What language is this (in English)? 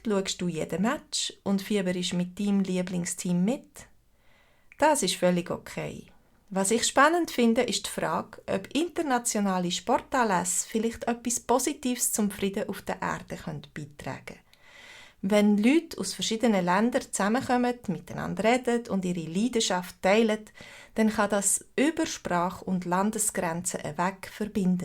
Swiss German